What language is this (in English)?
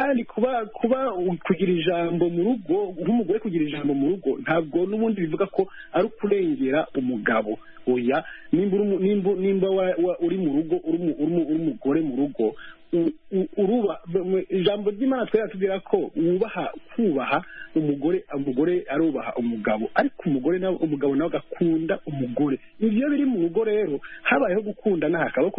Kinyarwanda